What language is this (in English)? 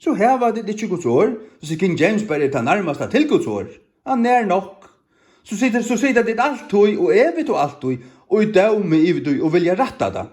Faroese